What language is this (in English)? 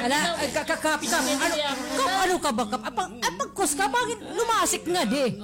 Waray